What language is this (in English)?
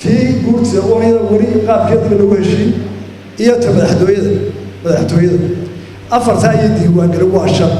Somali